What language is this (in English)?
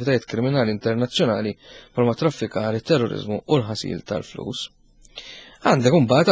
Maltese